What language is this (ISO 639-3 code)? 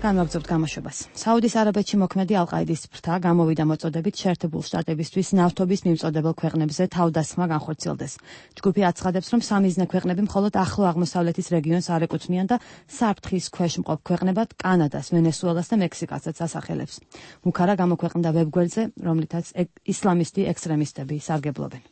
kat